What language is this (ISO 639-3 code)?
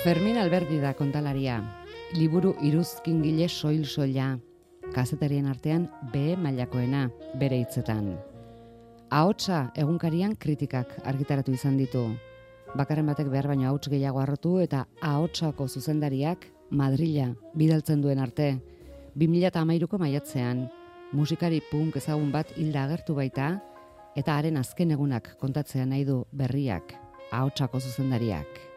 eus